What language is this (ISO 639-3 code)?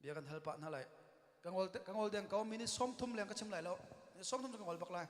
cnh